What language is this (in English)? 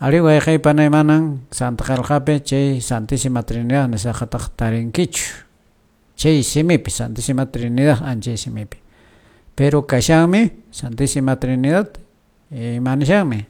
Quechua